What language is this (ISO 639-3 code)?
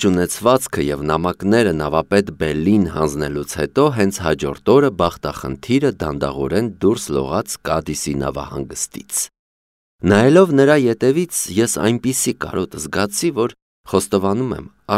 hye